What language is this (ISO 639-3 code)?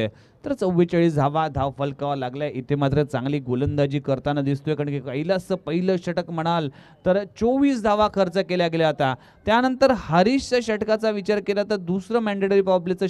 mar